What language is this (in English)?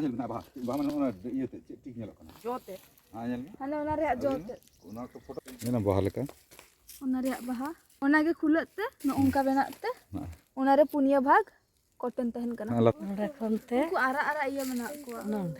Santali